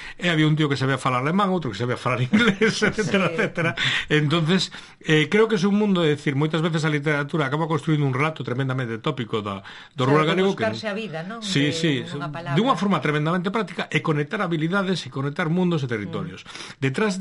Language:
Galician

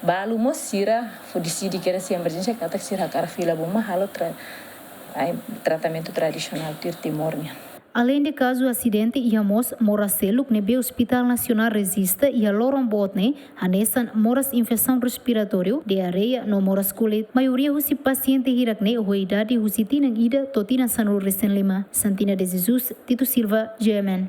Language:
Tetum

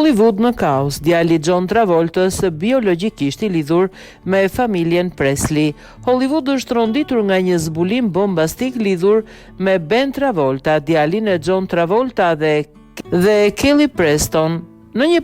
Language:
Albanian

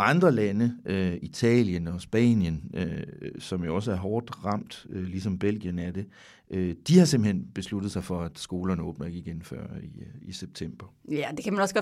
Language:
Danish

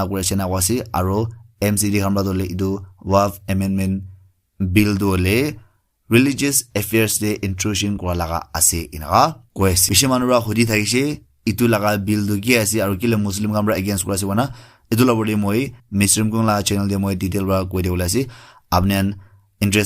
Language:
Naga Pidgin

